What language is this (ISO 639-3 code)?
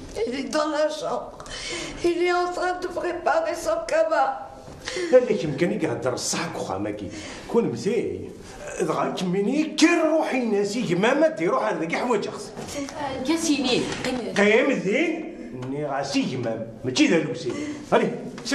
kab